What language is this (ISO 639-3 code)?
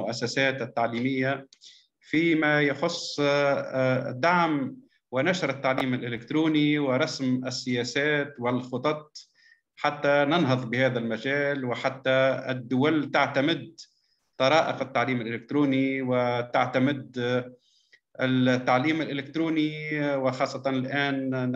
ara